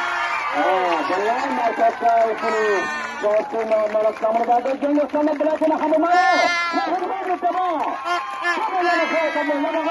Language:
Kok Borok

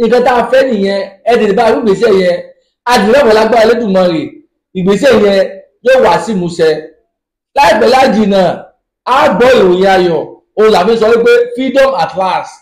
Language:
Yoruba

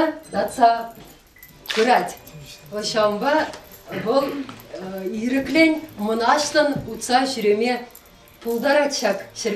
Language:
Chuvash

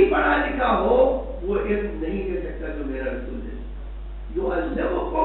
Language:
Urdu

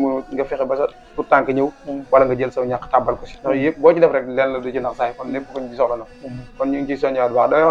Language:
Wolof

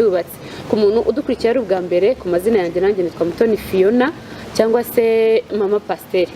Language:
Kinyarwanda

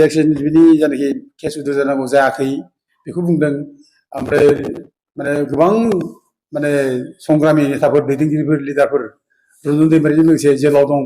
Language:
Bodo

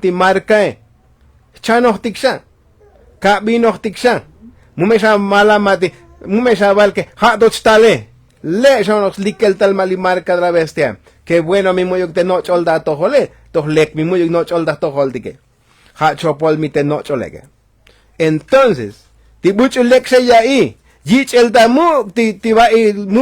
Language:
Tzotzil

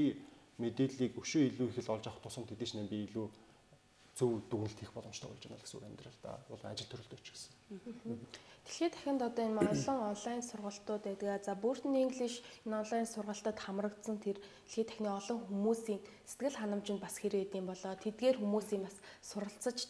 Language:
Mongolian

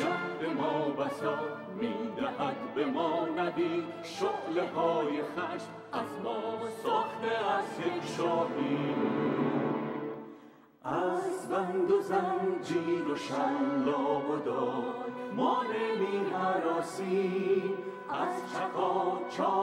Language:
Persian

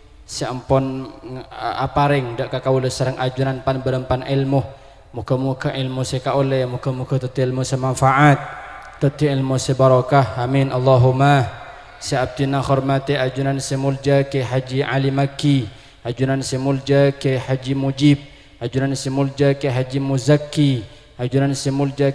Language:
Madurese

